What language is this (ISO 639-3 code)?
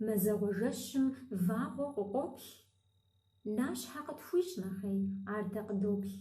kbd